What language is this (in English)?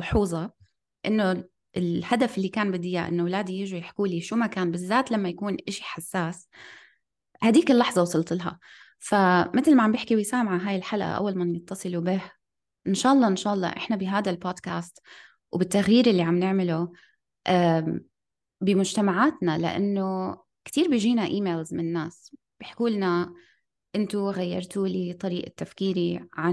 North Levantine Arabic